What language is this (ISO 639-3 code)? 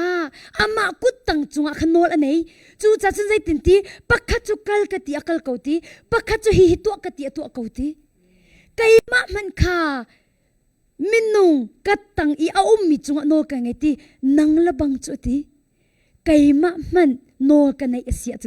cnh